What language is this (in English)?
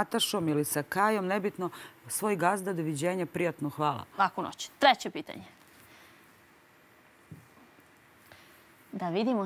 Serbian